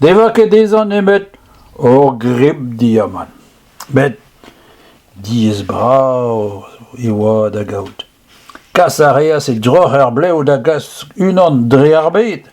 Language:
Breton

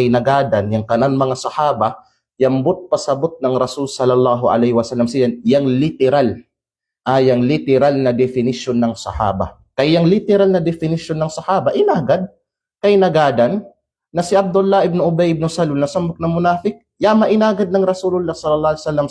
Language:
Kalagan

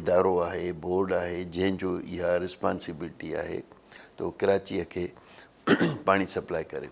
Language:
Sindhi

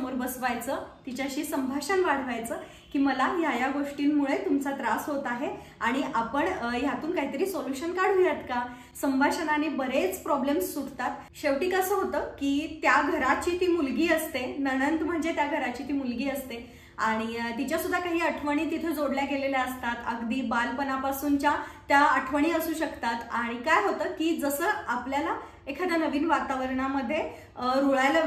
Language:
Marathi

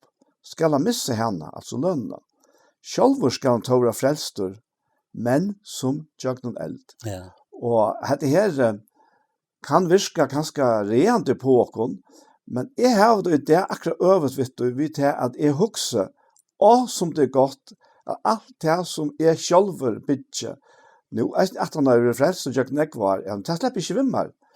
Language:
Faroese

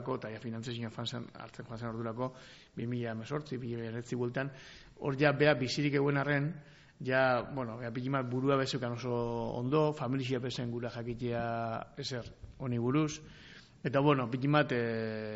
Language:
Basque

